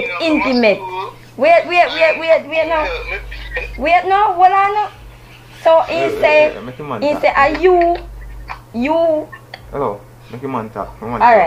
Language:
Jamaican Creole English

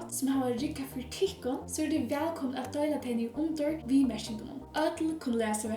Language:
Faroese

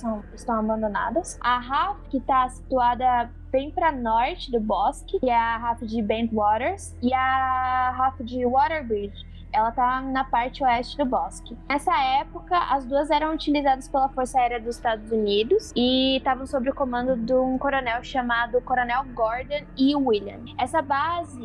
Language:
Portuguese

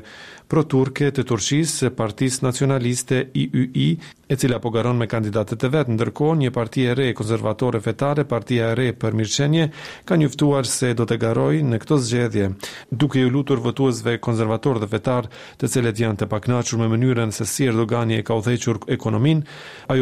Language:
Albanian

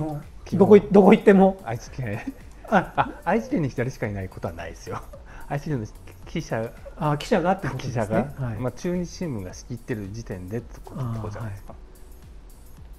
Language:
Japanese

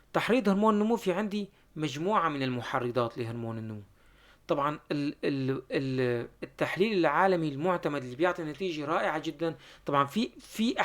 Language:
North Levantine Arabic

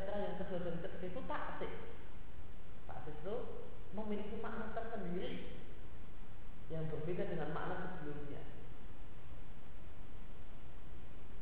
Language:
Indonesian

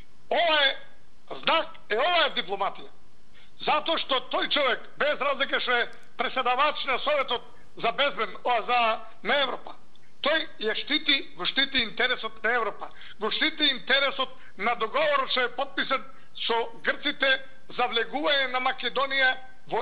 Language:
Macedonian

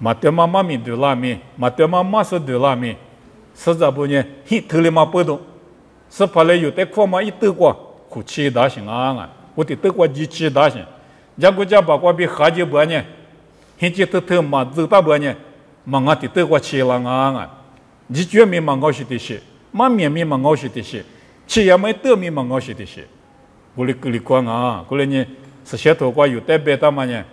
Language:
Lisu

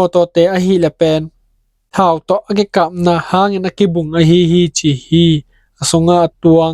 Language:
Tedim Chin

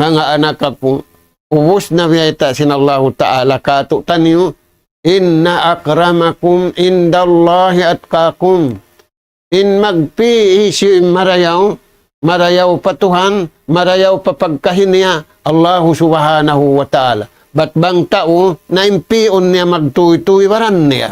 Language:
Tausug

